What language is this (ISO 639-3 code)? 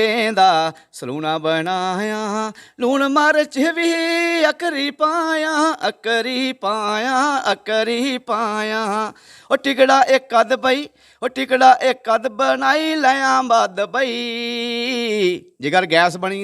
doi